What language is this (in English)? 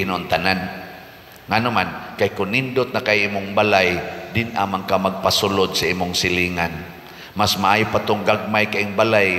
Cebuano